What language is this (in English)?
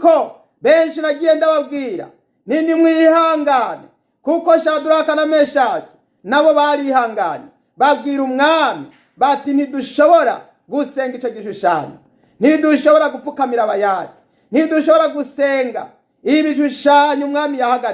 Rundi